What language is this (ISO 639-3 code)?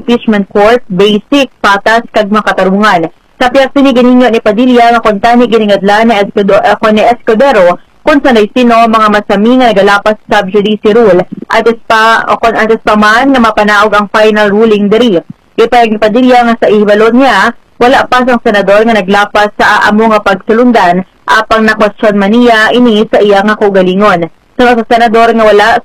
hil